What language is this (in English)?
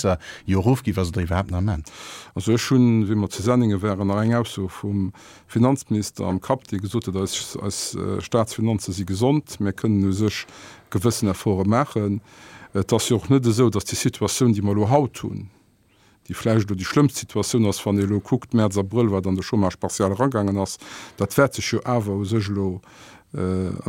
Luxembourgish